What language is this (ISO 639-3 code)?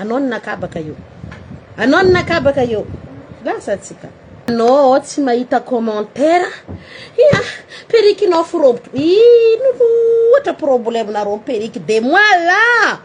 mlg